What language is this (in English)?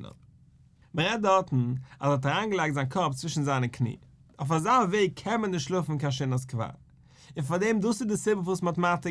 Yiddish